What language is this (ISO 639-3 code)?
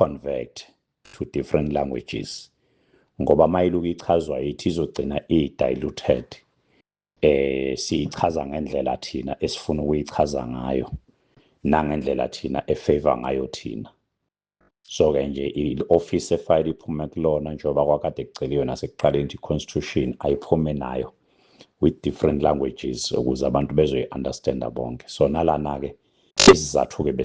zul